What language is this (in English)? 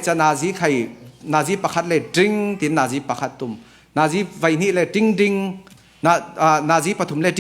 Falam Chin